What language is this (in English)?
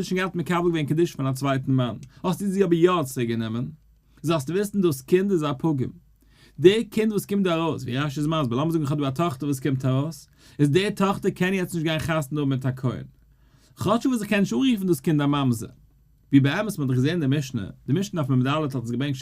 Yiddish